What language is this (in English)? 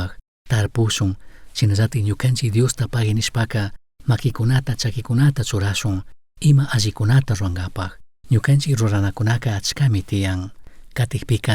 Chimborazo Highland Quichua